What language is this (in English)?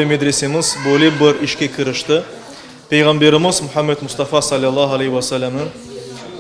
Crimean Tatar